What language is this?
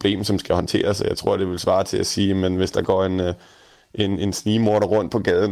Danish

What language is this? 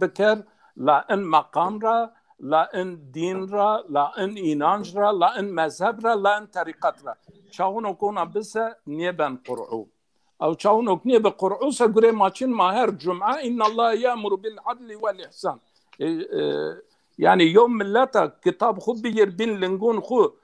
Zaza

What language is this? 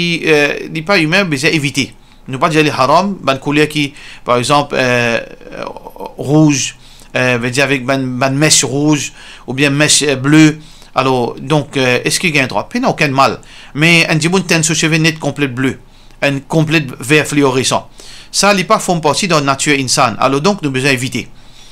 Morisyen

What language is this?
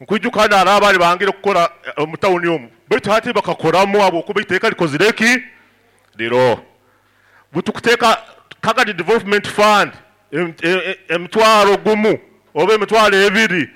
Nyoro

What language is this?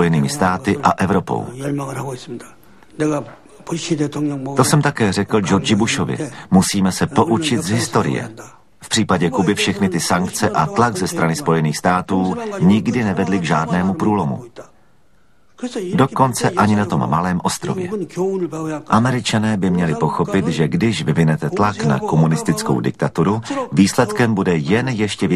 Czech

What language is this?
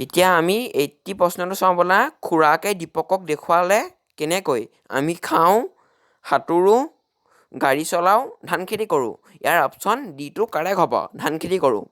Assamese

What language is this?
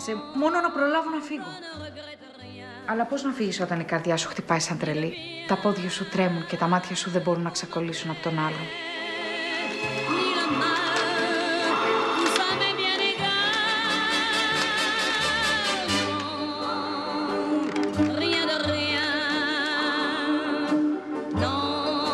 Greek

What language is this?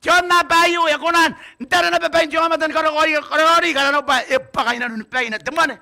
Gilbertese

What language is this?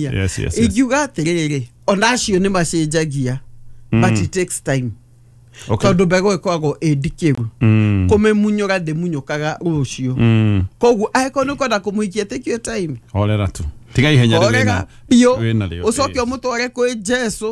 Kikuyu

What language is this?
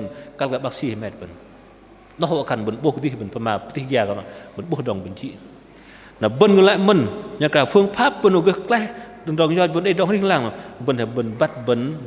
Bahnar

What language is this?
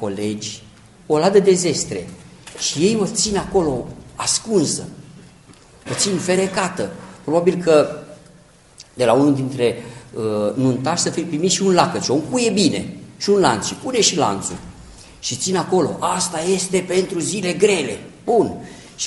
Romanian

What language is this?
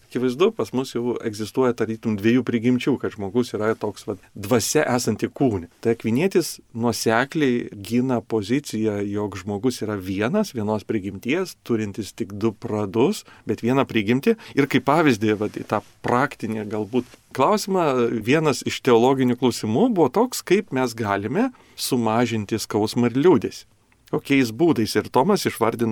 Lithuanian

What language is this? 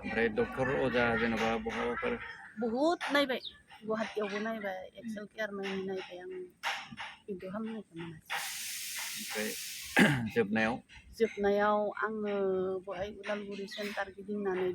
Bodo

